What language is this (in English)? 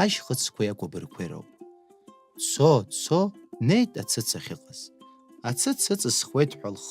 Abkhazian